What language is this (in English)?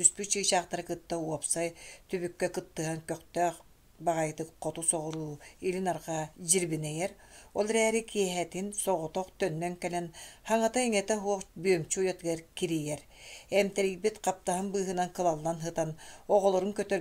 Yakut